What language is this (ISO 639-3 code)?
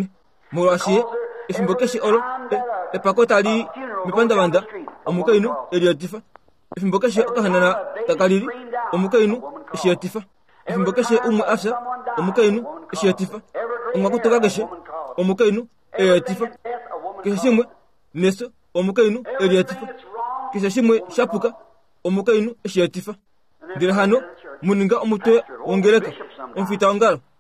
kua